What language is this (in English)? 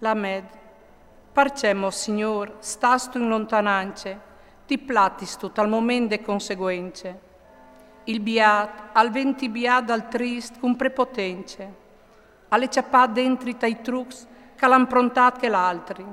Friulian